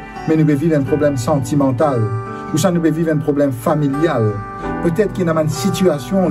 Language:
Morisyen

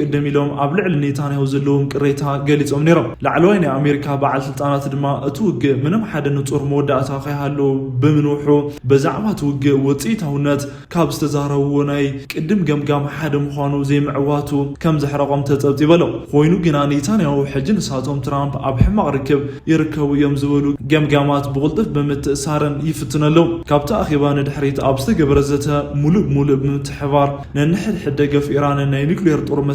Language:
Tigrinya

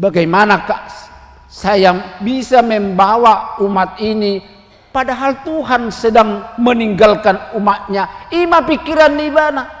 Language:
Batak Toba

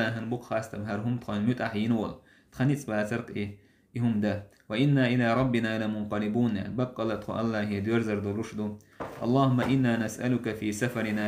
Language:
Chechen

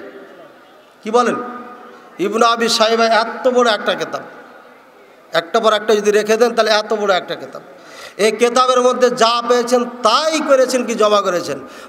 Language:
Bangla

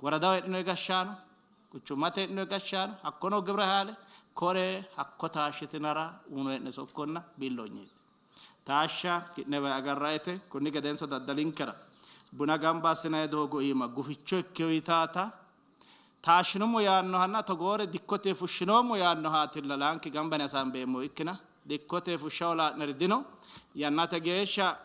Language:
Sidamo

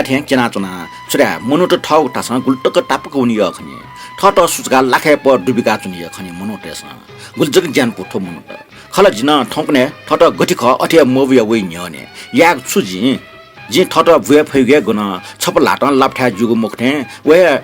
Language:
Newari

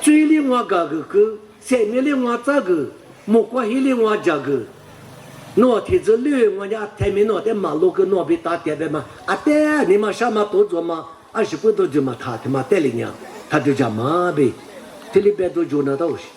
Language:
Lisu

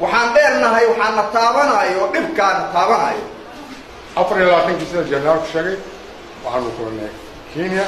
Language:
Somali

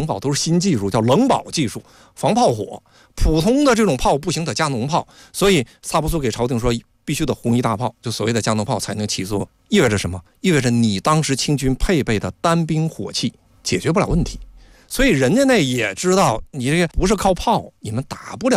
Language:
Chinese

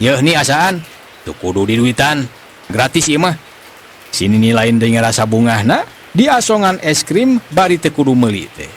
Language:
Sundanese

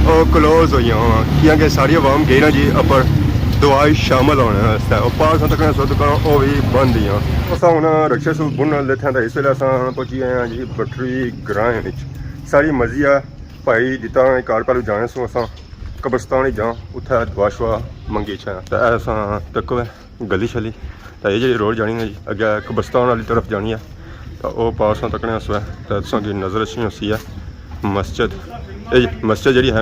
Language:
Pahari-Potwari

